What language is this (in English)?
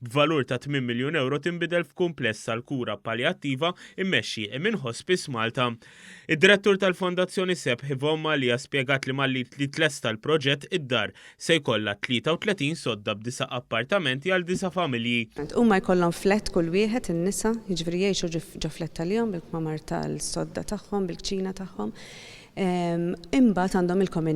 Maltese